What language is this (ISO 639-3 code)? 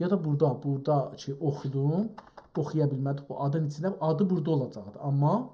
azb